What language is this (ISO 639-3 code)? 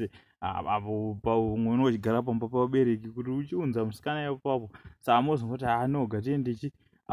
sna